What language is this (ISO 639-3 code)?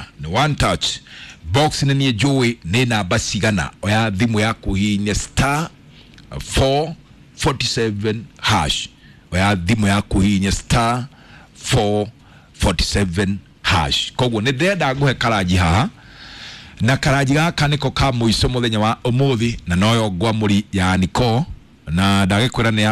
kik